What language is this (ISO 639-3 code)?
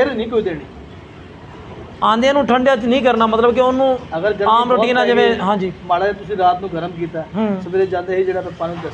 pan